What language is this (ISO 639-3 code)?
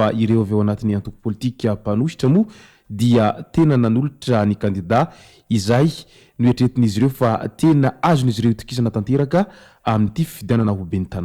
mlg